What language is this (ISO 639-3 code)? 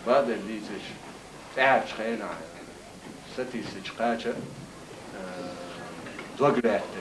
che